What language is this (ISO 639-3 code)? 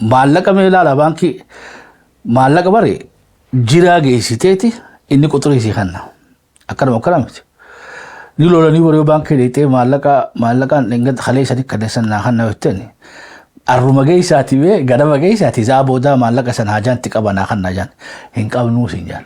orm